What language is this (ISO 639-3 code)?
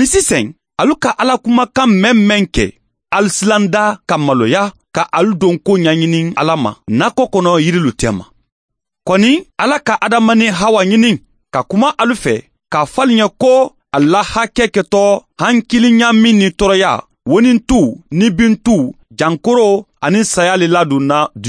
man